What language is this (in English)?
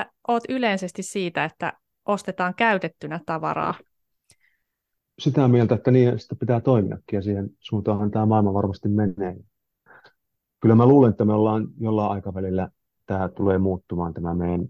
Finnish